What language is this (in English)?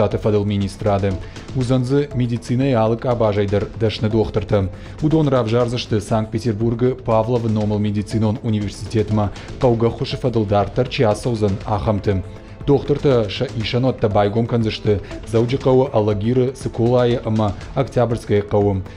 Ossetic